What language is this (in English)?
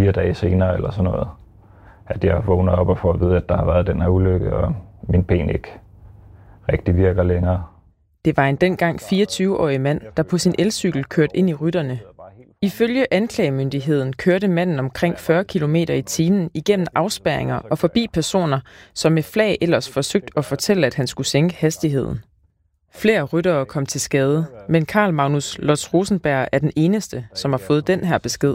Danish